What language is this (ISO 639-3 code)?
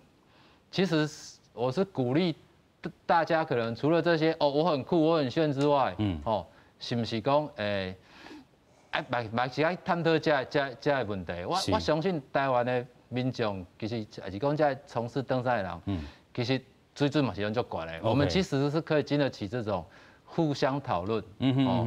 nan